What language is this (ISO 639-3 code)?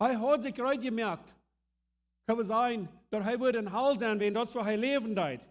pdt